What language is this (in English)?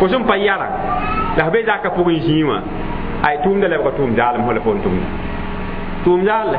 Mossi